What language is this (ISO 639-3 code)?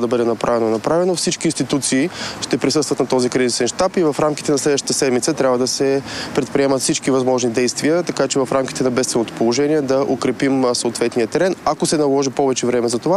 bul